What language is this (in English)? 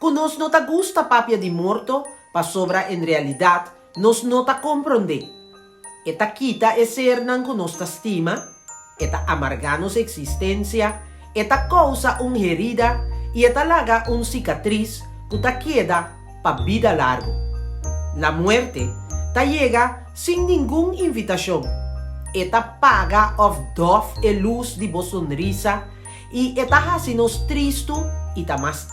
Papiamento